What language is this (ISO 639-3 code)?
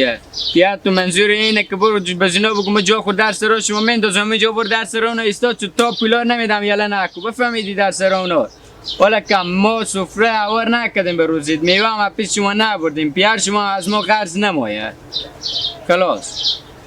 haz